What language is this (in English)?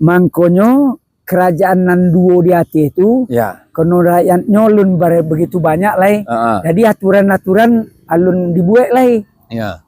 Minangkabau